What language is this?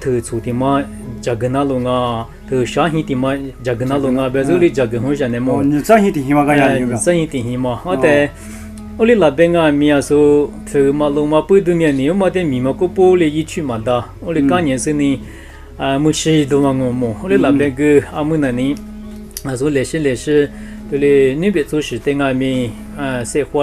Lisu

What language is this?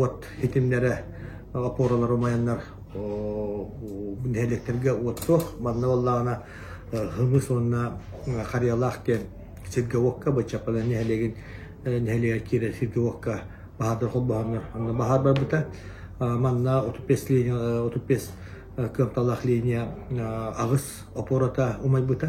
Yakut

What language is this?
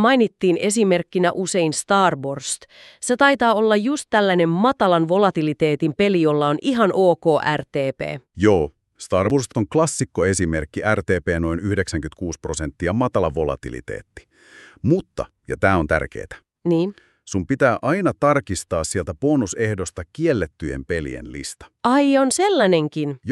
Finnish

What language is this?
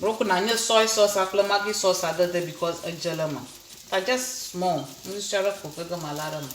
Ewe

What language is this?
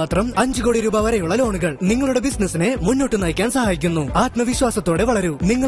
Malayalam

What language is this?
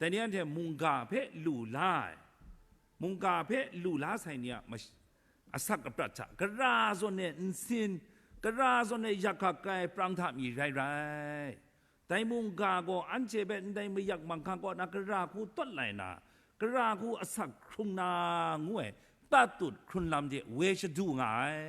Kachin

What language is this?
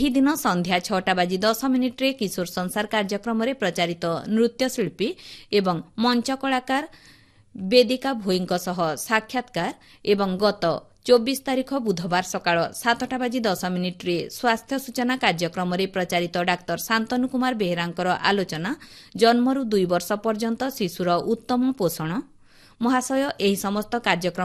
Odia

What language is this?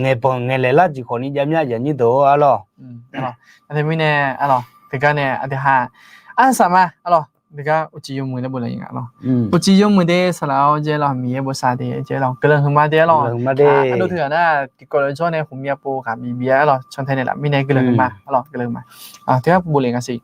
Akha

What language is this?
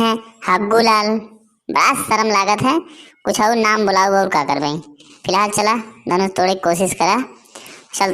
Awadhi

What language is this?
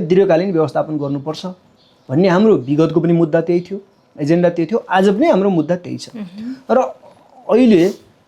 Nepali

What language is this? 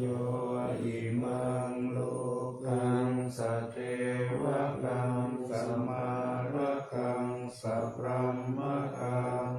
Pali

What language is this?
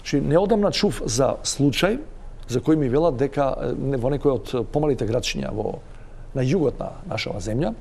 Macedonian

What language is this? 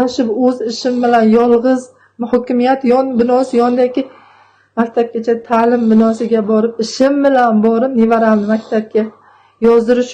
Uzbek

